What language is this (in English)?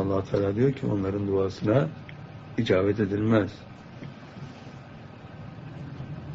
Turkish